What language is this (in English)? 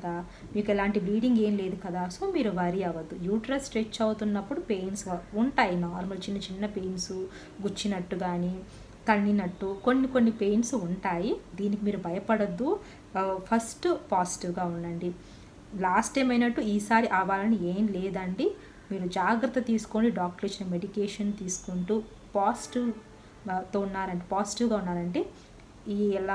Telugu